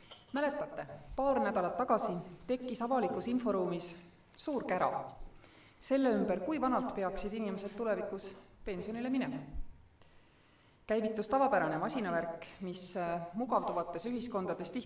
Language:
Estonian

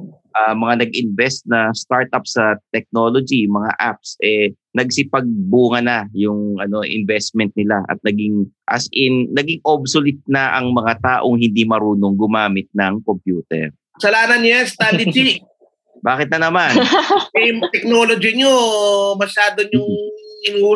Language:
Filipino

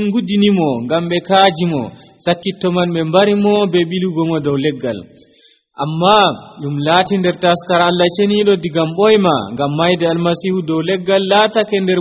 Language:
Nigerian Fulfulde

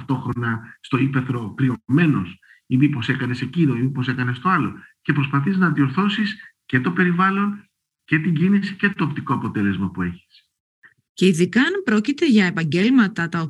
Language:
Greek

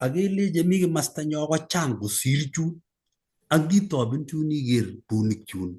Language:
Kalenjin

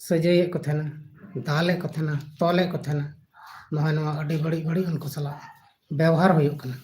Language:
Santali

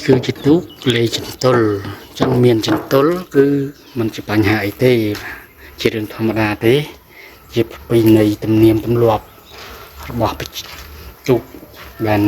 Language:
Khmer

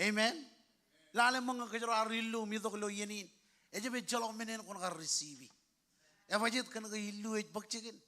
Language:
Marshallese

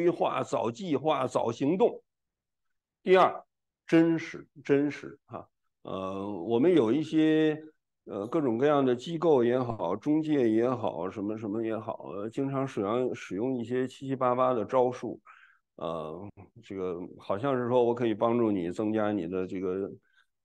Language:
Chinese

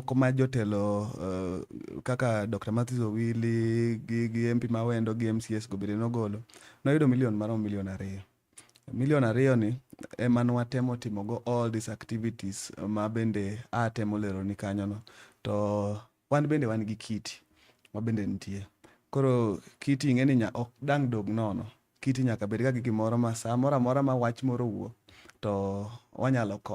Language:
Luo (Kenya and Tanzania)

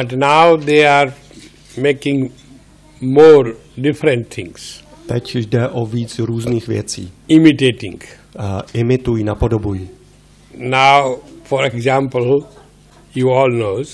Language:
Czech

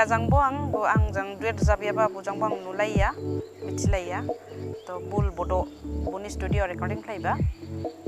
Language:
Dimasa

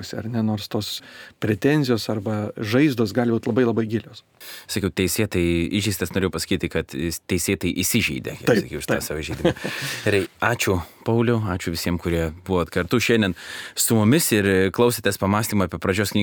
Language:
Lithuanian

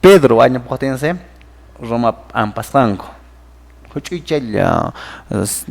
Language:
Quechua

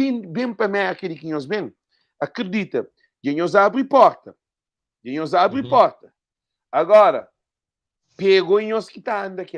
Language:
Kabuverdianu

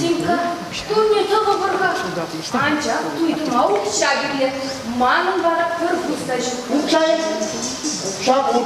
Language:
Chuvash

